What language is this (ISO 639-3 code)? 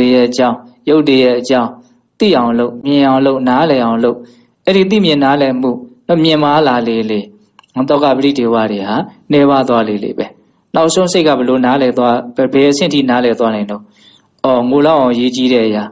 mya